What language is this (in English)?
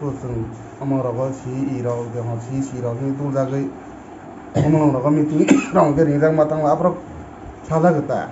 Kok Borok